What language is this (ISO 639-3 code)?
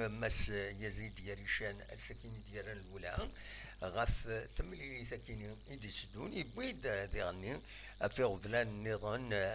kab